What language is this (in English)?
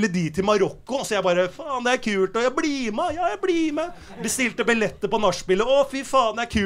Norwegian